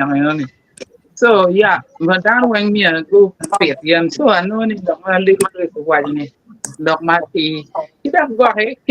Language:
Acoli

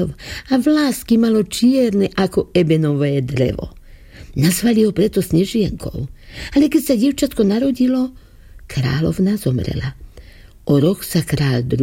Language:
Slovak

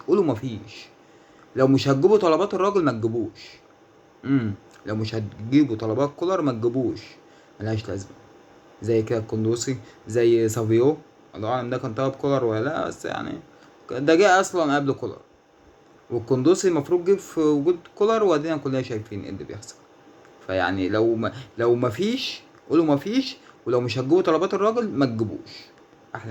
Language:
Egyptian Arabic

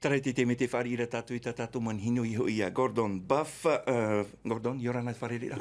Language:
Tahitian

